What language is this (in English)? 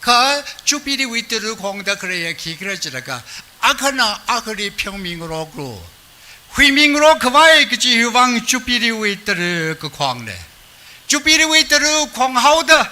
Tangkhul Naga (India)